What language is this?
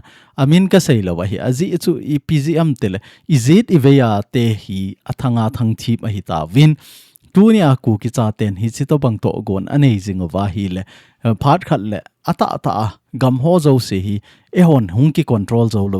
Thado Chin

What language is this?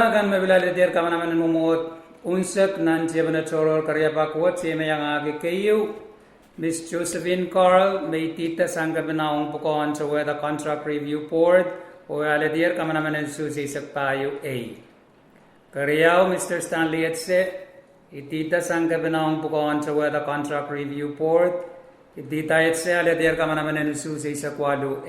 Pohnpeian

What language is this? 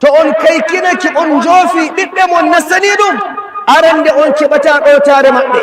Fula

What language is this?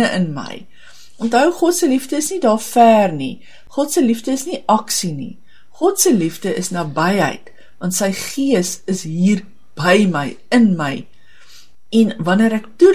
Afrikaans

